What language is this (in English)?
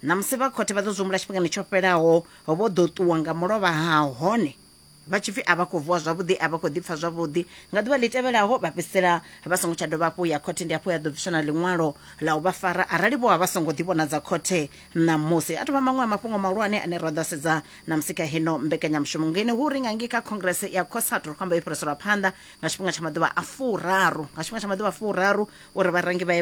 Venda